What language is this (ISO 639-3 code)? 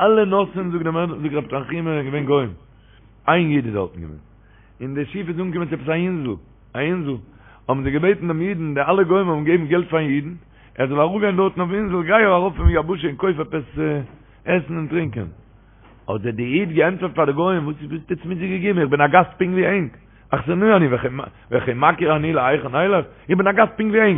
yid